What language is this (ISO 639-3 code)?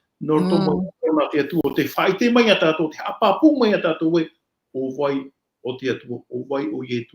tah